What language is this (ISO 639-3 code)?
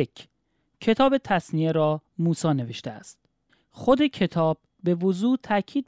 fas